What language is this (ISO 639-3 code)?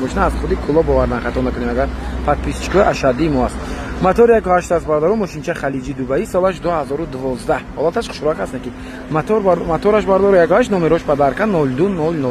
tgk